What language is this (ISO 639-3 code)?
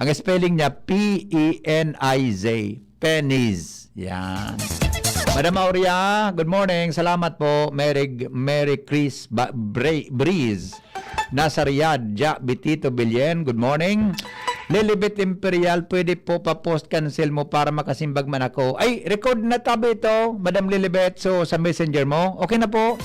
bik